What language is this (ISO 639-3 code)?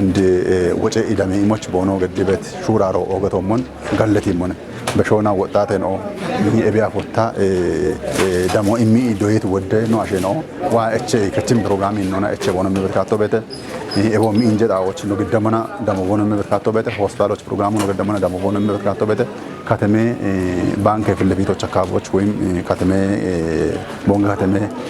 kbr